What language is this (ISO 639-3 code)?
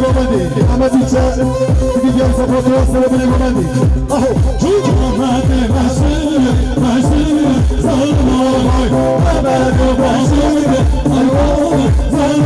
kur